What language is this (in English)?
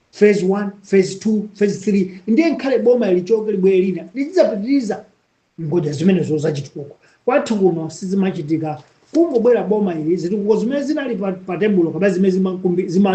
Nyanja